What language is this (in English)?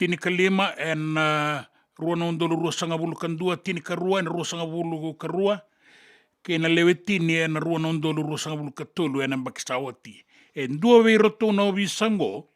Fijian